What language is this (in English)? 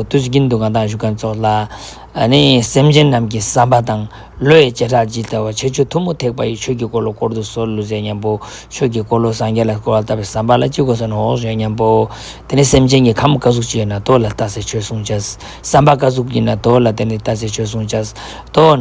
Ladakhi